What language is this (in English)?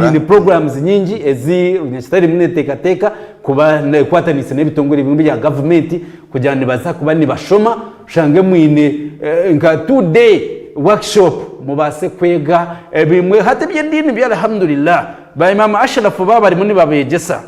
Nyankole